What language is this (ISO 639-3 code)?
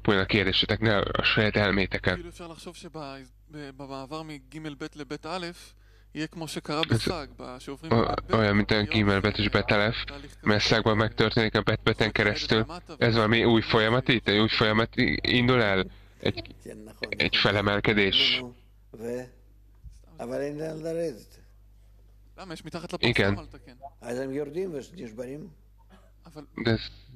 hun